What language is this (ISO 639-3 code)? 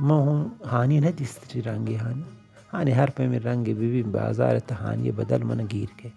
bal